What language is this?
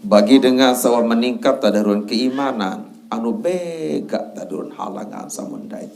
Sasak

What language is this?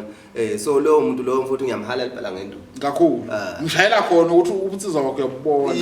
Zulu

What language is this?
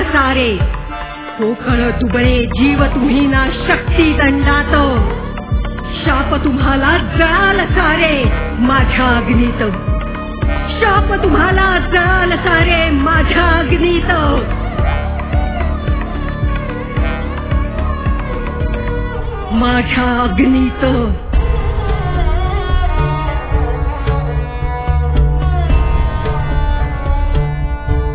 Marathi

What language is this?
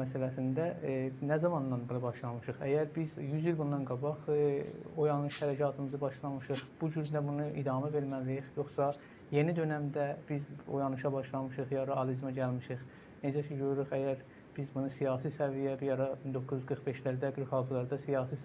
South Azerbaijani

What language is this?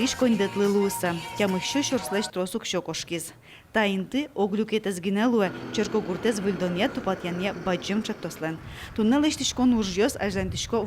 Udmurt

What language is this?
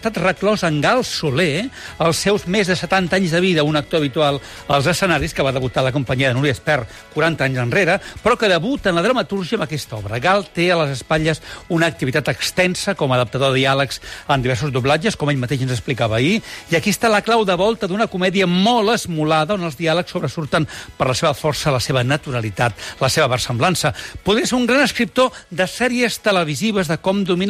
Catalan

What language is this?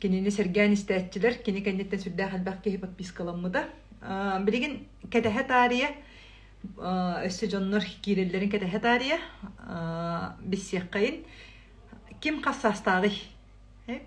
Yakut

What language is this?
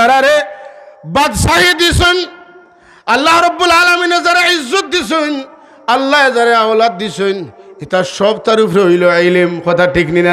Sylheti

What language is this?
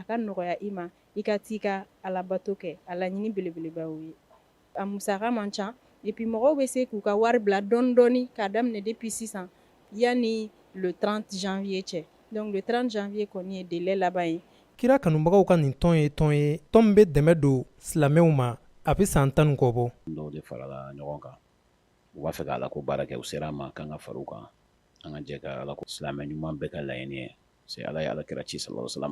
Bambara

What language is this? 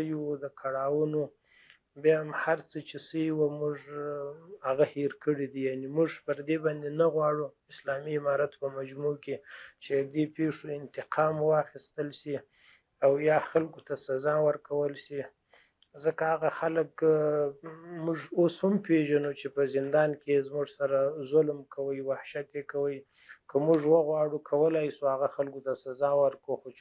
Pashto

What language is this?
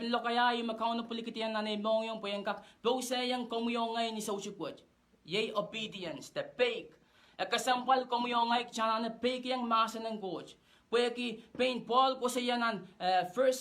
Pohnpeian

